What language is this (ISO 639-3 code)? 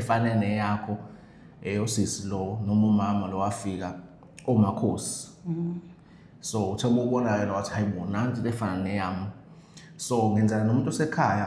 zul